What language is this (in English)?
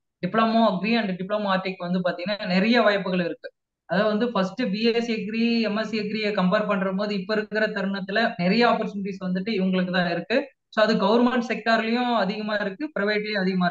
Tamil